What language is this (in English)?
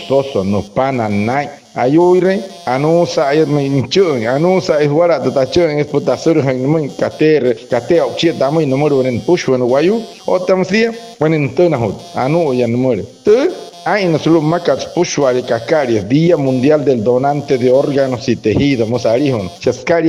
Wayuu